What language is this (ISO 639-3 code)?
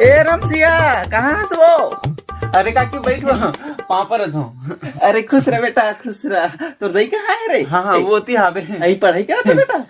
hne